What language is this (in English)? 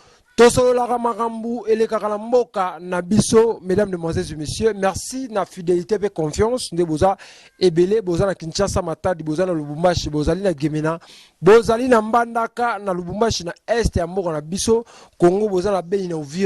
Lingala